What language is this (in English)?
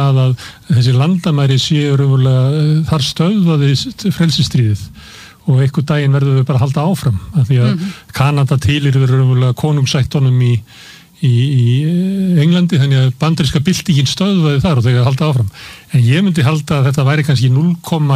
Icelandic